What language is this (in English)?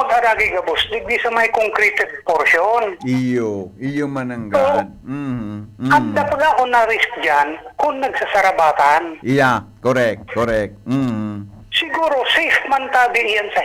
Bikol